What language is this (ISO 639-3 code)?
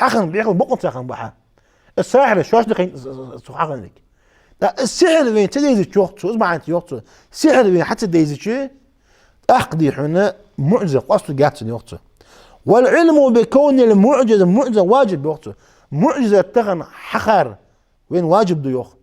inh